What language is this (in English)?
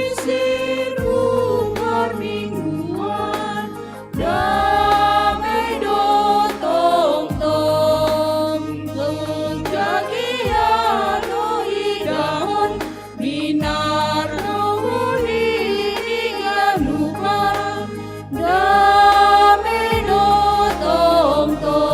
Batak Simalungun